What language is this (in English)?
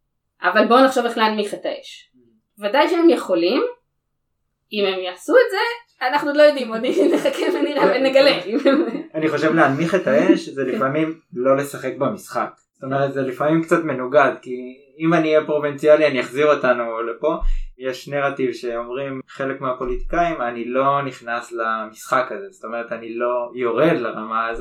Hebrew